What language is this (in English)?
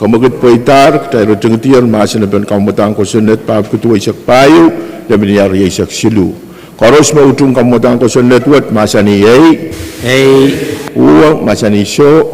Pohnpeian